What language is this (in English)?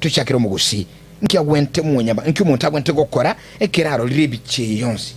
Gusii